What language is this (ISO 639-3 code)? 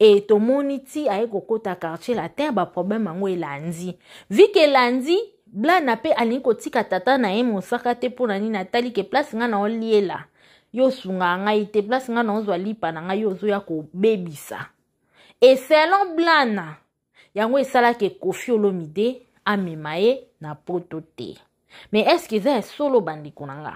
lin